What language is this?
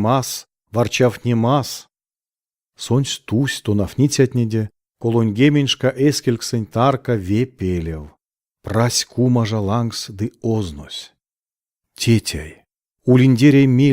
Erzya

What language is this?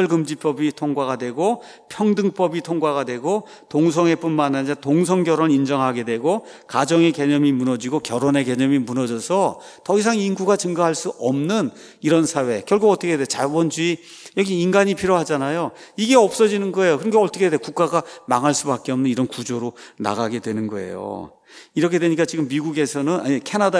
Korean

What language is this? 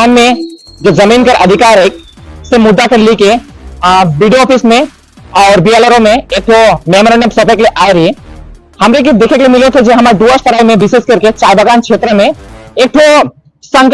Sadri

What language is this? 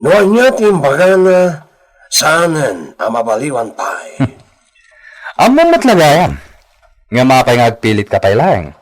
Iloko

